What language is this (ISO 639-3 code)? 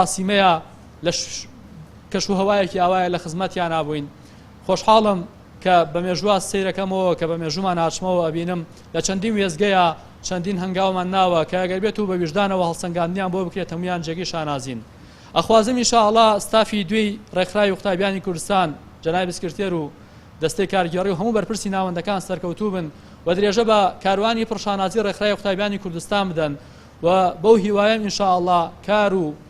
ckb